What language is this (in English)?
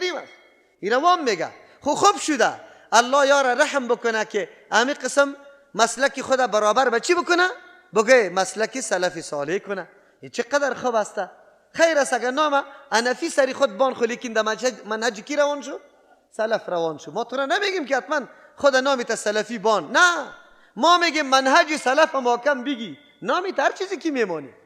Persian